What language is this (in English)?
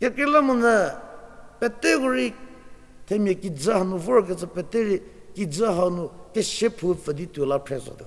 Angami Naga